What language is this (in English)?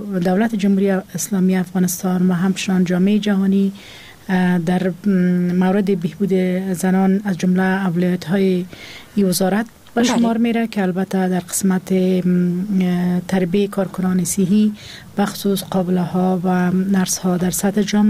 Persian